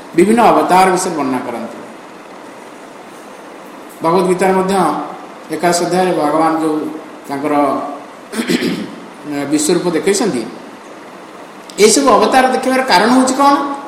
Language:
Odia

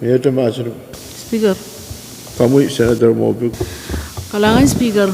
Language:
Pohnpeian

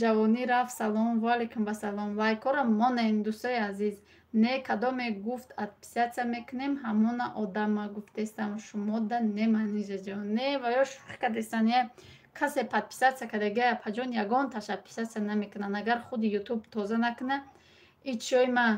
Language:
Tajik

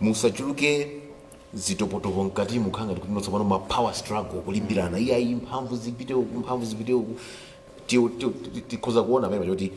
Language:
Nyanja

